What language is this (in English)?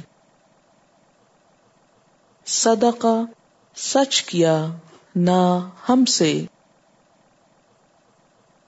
Urdu